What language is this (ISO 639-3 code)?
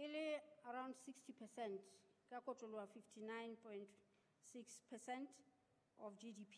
sot